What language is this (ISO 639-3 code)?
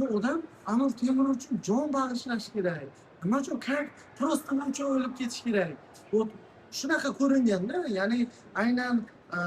uzb